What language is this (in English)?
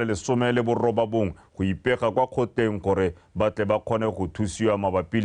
Tswana